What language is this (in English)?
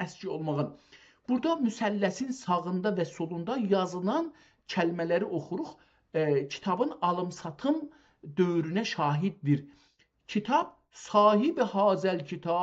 South Azerbaijani